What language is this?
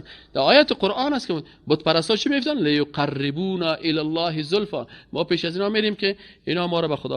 Persian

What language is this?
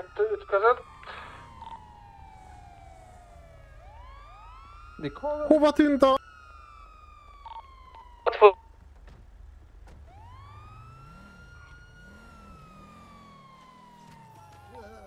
Hungarian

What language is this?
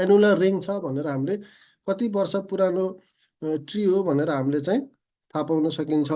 Nepali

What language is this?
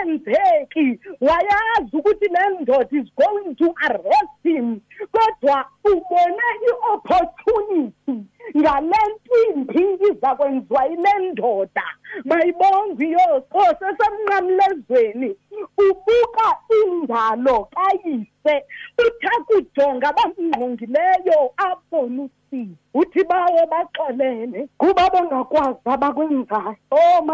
Xhosa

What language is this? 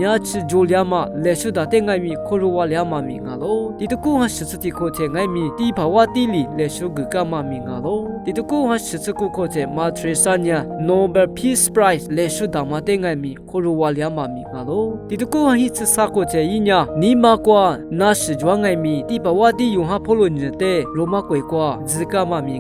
Lisu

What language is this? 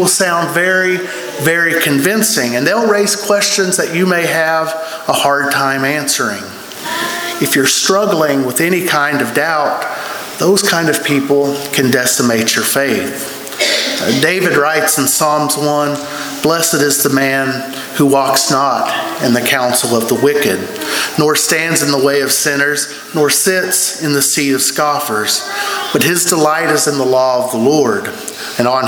English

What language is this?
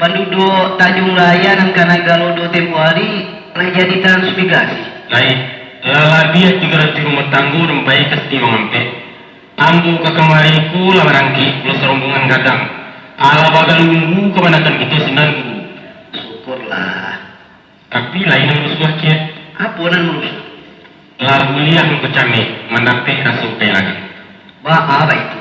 Minangkabau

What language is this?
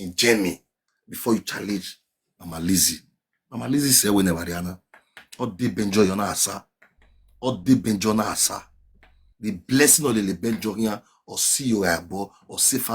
Nigerian Pidgin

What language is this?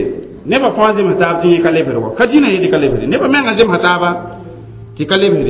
Mossi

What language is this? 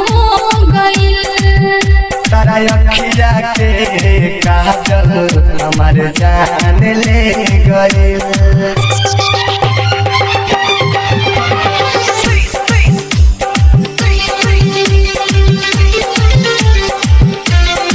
Bhojpuri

